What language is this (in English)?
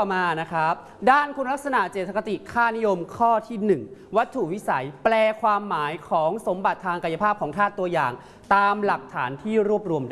Thai